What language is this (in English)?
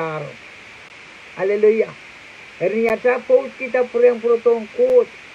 Pohnpeian